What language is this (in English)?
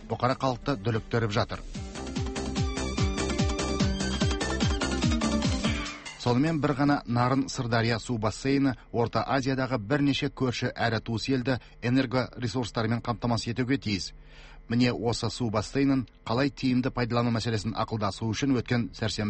Kazakh